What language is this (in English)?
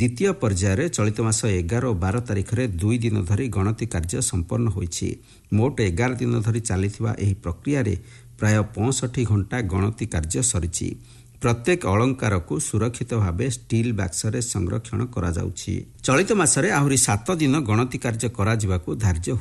Odia